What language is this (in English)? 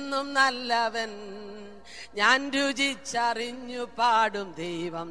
Malayalam